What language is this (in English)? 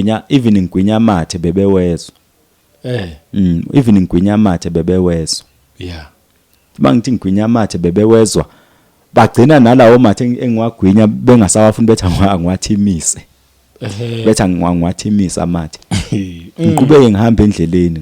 Zulu